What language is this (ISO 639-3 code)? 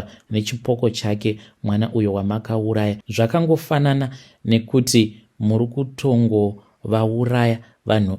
sna